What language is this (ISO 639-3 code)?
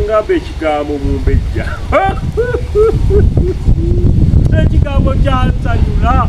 lug